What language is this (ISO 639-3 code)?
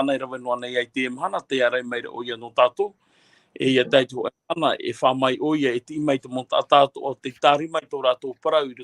tah